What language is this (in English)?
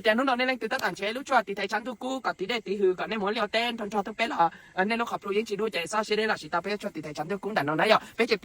Hmong